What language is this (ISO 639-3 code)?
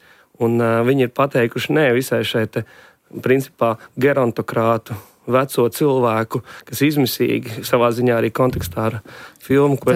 lav